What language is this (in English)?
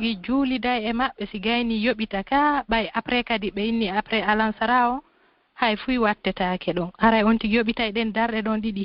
Pular